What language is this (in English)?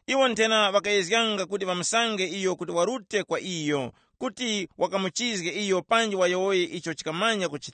Tumbuka